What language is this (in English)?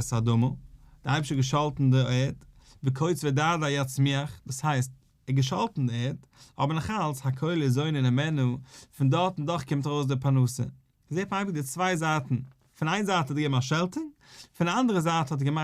Yiddish